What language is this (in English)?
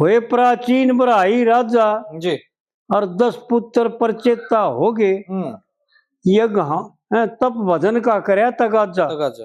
Haryanvi